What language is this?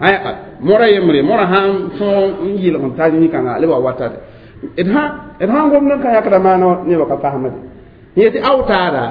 Mossi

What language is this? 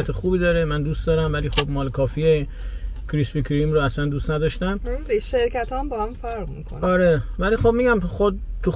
Persian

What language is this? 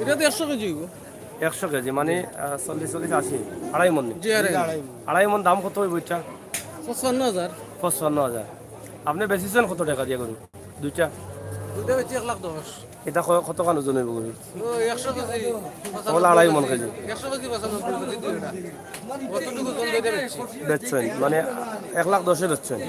Sylheti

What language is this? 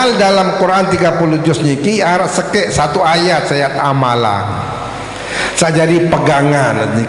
Sasak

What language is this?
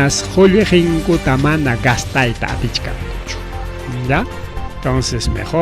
Ayacucho Quechua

